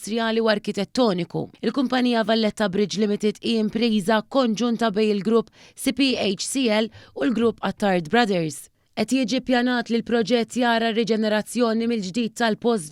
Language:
Maltese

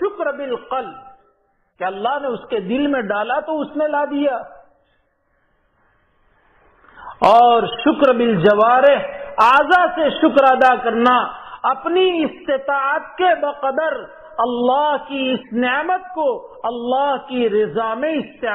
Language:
Urdu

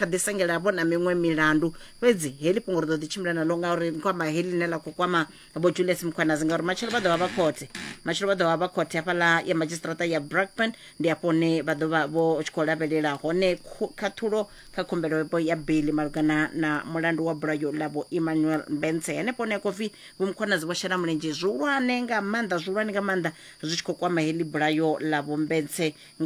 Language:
Venda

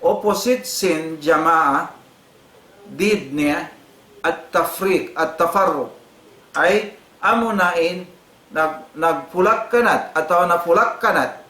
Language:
Tausug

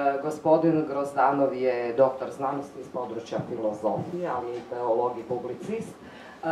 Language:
Croatian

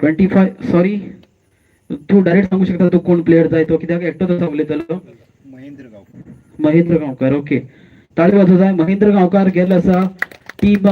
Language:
Konkani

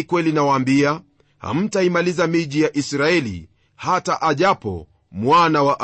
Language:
Swahili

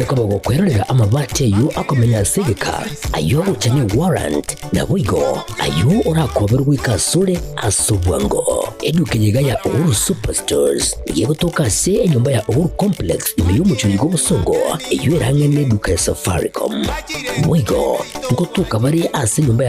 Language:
Gusii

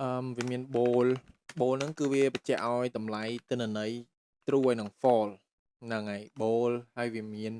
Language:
Khmer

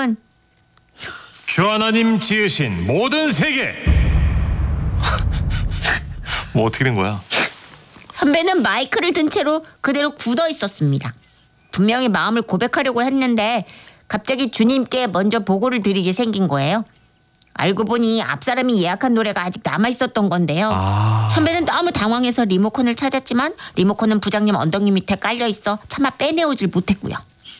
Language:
Korean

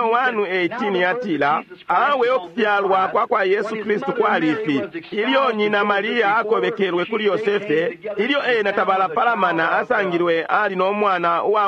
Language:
Bemba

